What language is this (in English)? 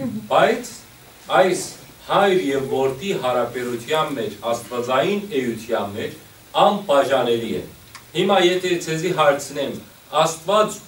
Western Armenian